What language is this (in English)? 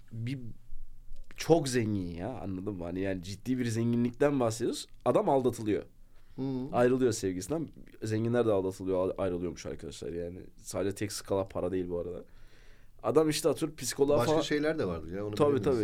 Turkish